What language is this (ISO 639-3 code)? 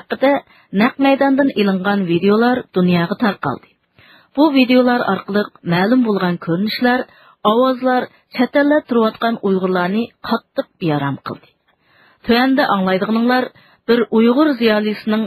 uig